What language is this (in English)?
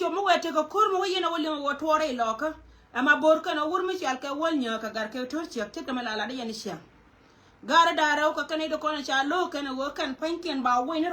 Nuer